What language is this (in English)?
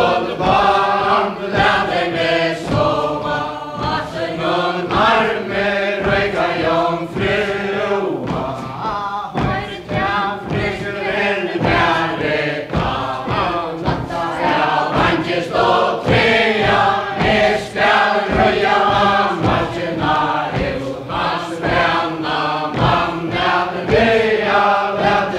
Faroese